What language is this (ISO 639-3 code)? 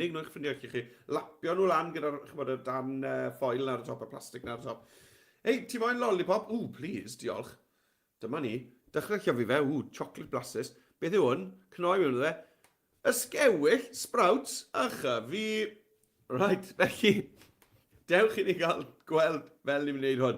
cym